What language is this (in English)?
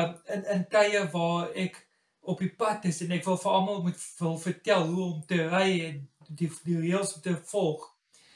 Afrikaans